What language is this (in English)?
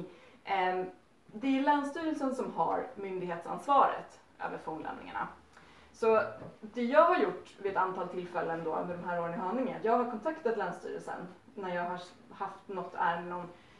Swedish